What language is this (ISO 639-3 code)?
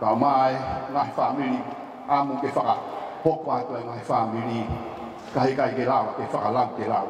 ton